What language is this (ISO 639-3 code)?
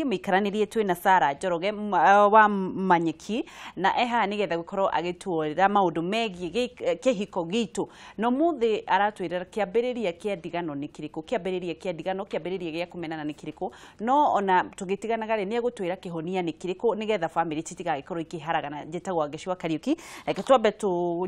kik